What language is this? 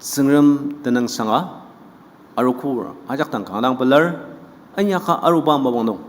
Ao Naga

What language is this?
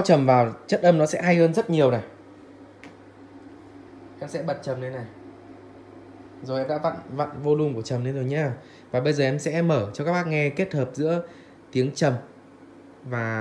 Vietnamese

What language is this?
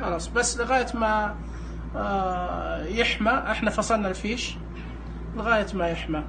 Najdi Arabic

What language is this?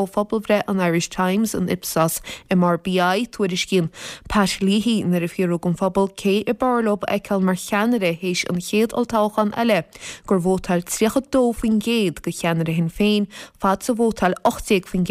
Irish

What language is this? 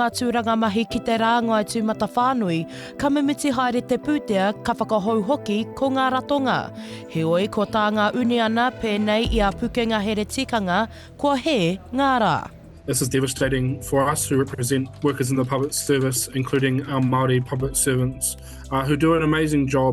Māori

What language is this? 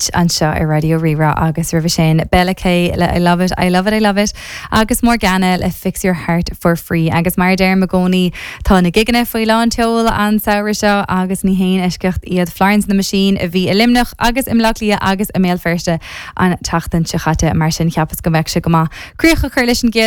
Irish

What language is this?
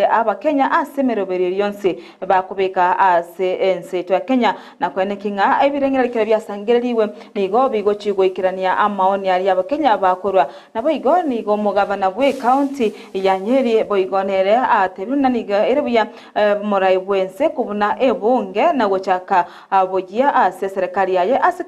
Gusii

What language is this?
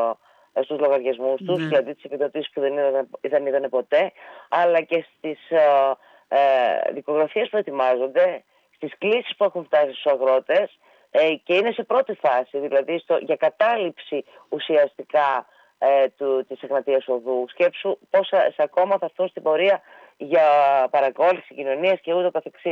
Greek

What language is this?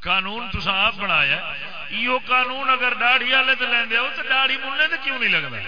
Saraiki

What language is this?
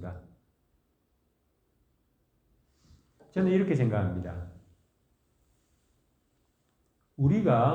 Korean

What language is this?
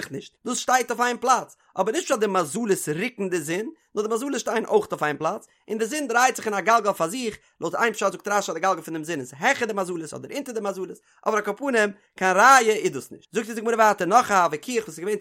Yiddish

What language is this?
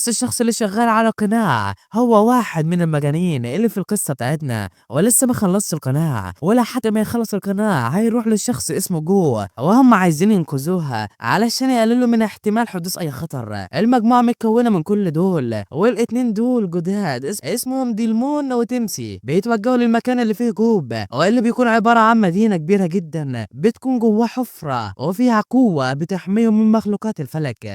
Egyptian Arabic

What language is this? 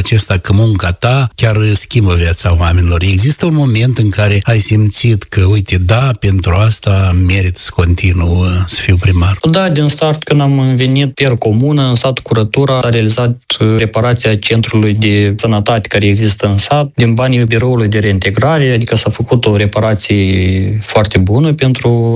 Romanian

